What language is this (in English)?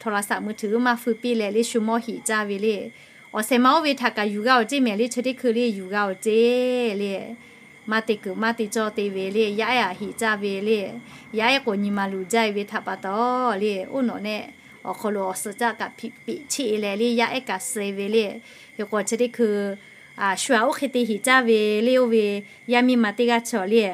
Lahu